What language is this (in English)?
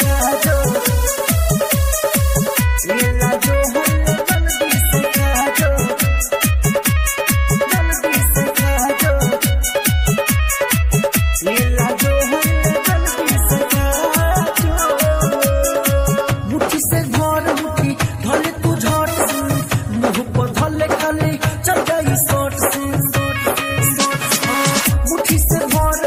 Bhojpuri